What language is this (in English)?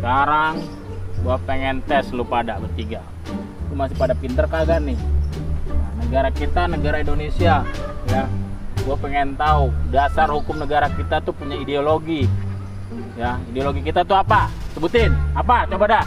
Betawi